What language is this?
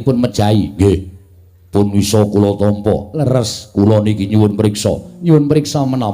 Javanese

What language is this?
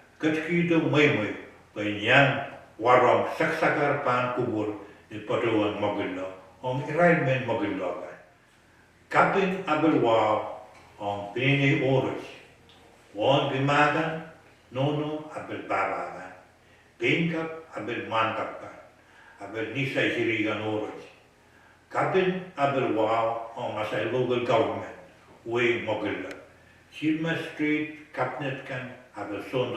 Pohnpeian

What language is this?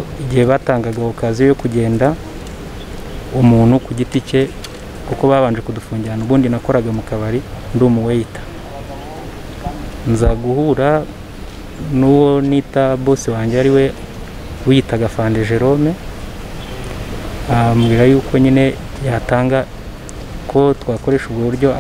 Kinyarwanda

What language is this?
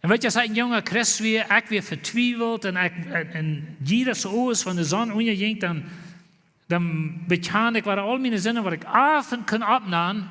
Plautdietsch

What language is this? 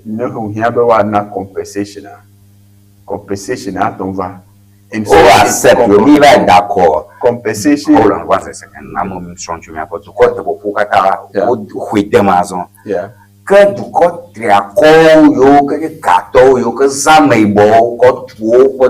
Ewe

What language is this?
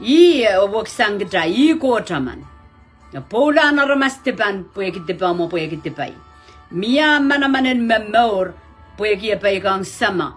Pohnpeian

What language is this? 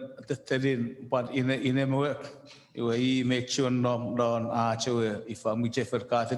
Chuukese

